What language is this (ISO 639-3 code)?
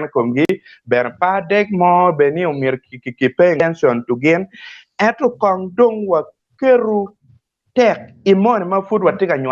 ach